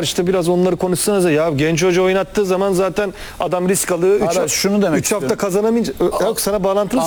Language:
Turkish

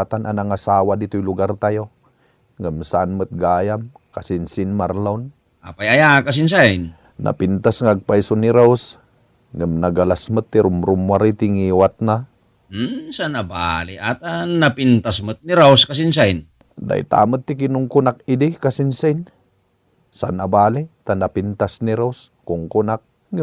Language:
Iloko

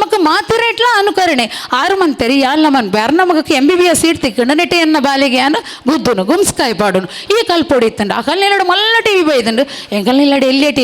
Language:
Tulu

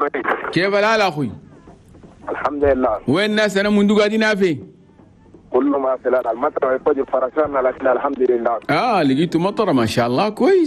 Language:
Chadian Arabic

